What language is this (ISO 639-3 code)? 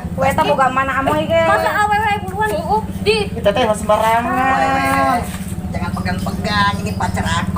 sun